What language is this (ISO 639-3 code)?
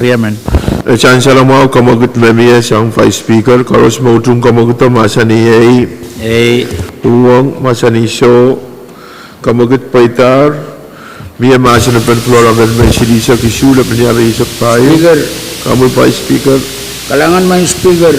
pon